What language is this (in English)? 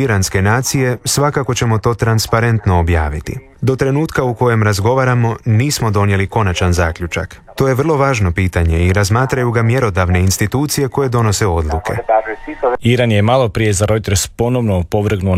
Croatian